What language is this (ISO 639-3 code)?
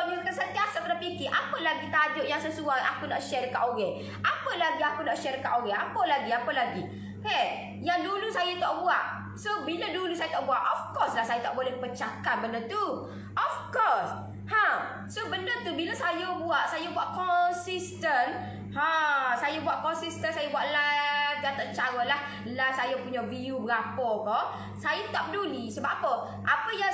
msa